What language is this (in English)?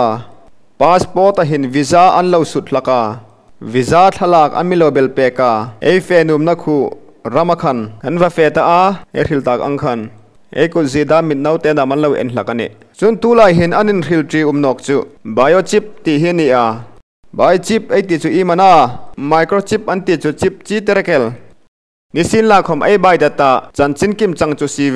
Hmar